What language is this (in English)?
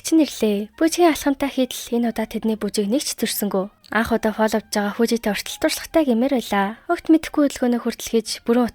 Mongolian